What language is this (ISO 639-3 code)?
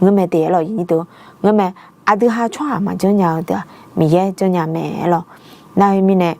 ahk